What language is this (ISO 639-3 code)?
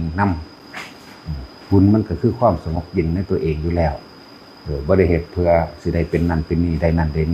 tts